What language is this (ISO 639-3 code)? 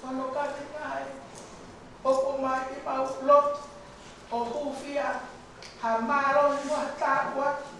ton